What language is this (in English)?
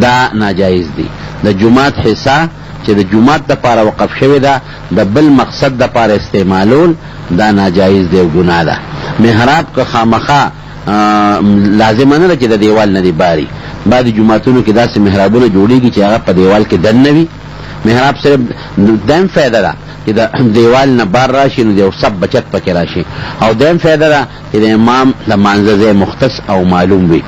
Pashto